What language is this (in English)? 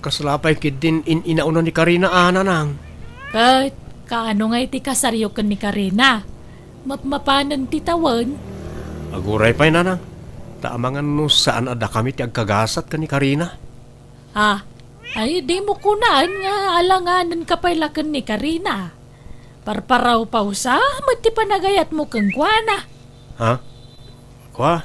Iloko